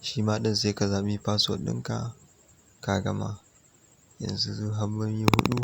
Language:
Hausa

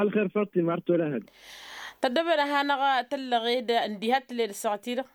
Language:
Tamasheq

